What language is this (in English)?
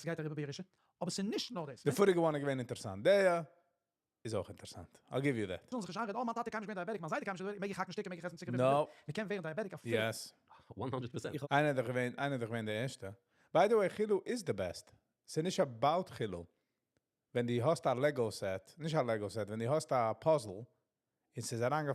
Yiddish